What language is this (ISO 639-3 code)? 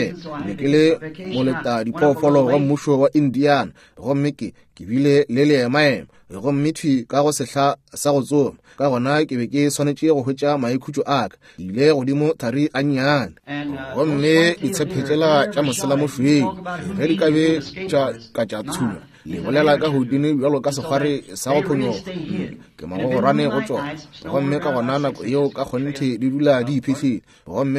nso